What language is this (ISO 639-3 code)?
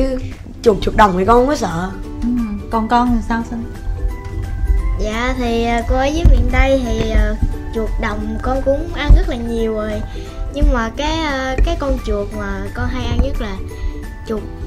vie